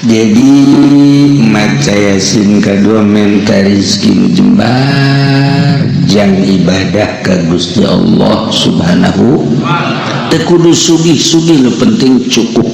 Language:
Sundanese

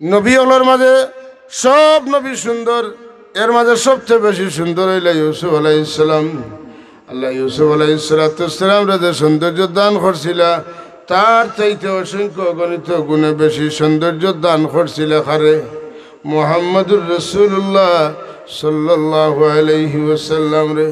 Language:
Sylheti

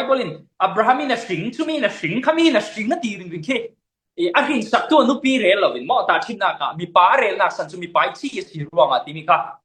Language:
Falam Chin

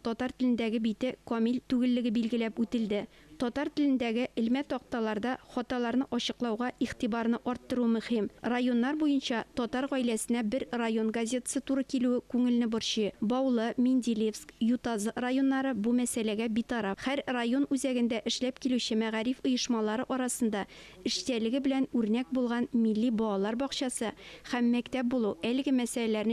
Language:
Tatar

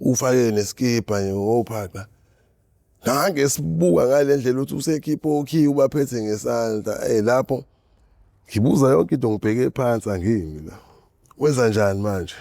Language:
Zulu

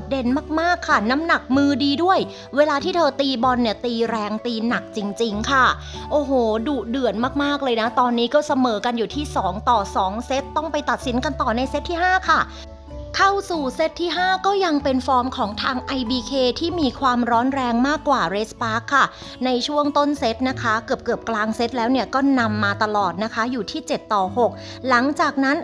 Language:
Thai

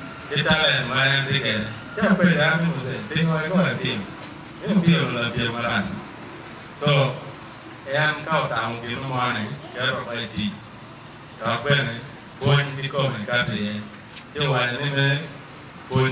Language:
Acoli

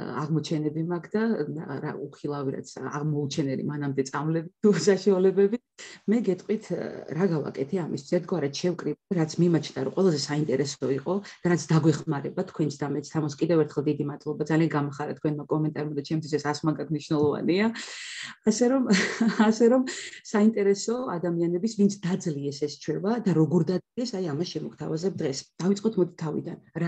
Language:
Georgian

